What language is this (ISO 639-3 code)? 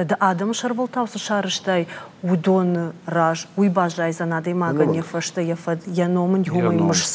oss